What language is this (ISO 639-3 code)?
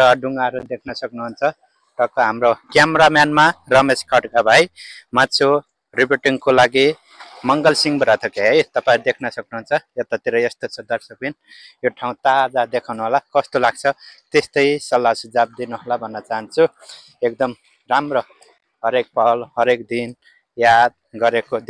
nep